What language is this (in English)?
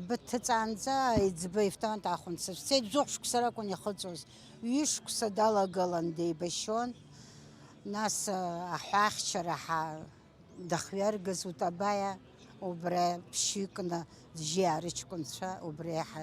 Abkhazian